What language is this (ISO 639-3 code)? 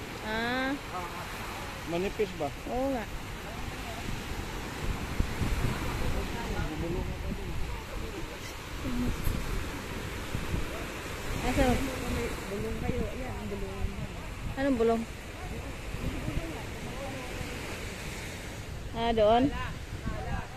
fil